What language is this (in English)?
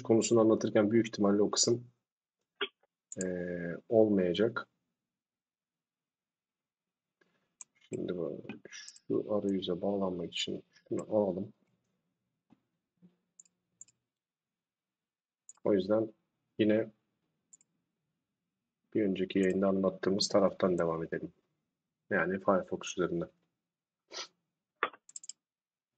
Turkish